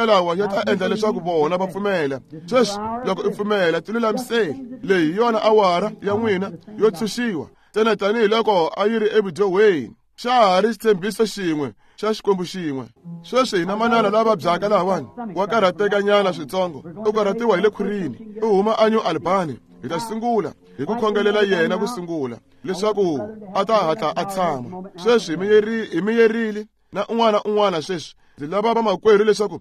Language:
Tsonga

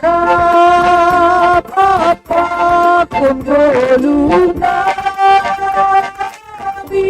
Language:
Batak Simalungun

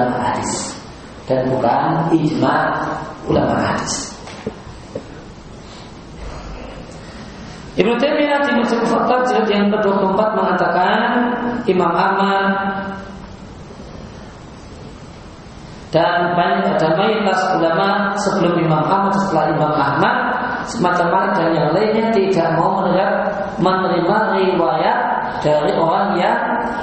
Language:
Indonesian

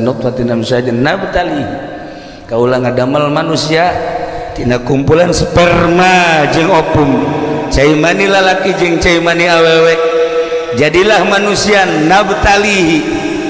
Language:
Sundanese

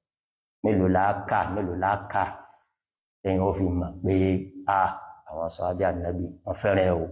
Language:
Yoruba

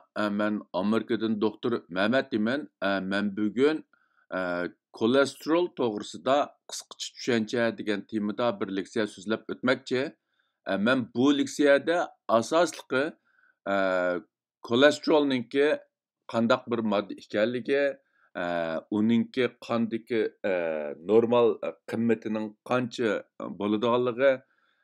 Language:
Uyghur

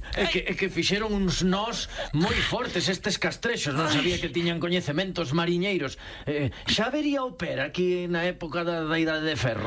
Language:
Galician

